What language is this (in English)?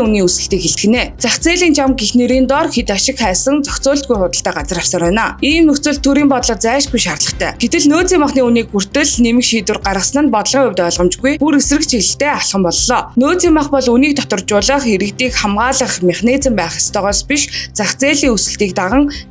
Mongolian